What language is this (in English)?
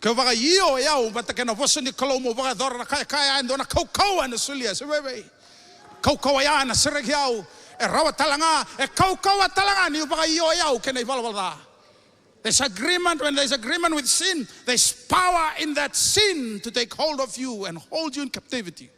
Fijian